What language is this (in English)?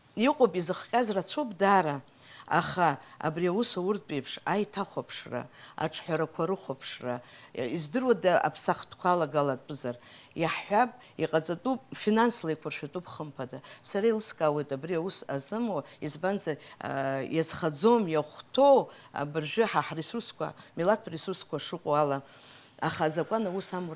Abkhazian